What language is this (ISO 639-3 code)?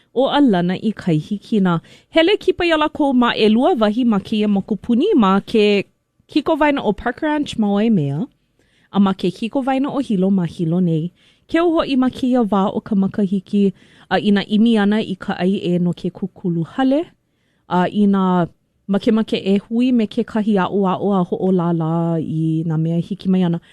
haw